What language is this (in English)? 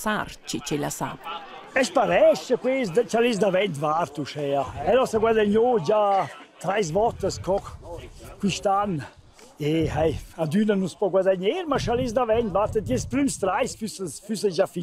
Romansh